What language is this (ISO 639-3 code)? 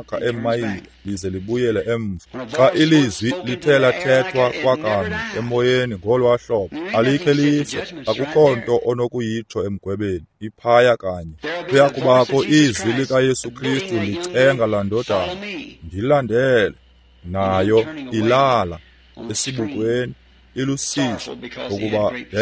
xho